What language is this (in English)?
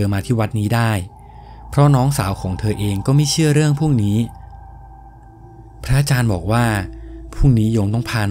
Thai